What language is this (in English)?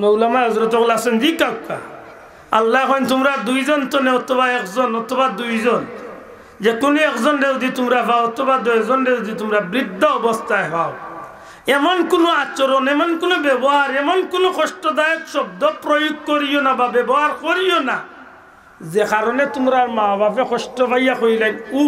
Sylheti